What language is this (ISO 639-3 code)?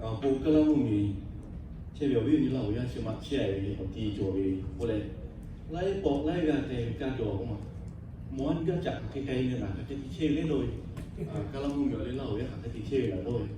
lhu